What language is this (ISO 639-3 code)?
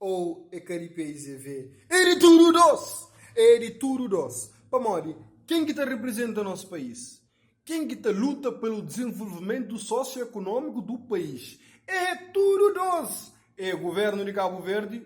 kea